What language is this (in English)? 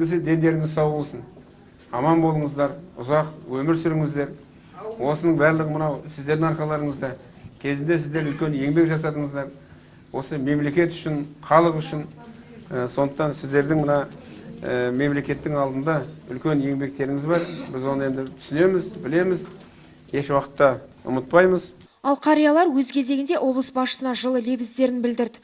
Kazakh